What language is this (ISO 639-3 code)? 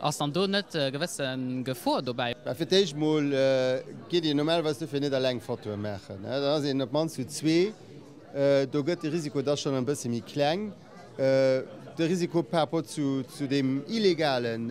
ltz